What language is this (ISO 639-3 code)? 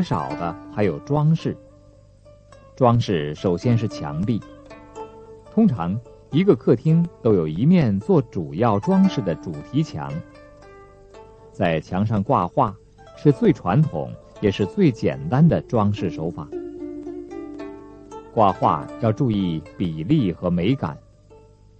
zho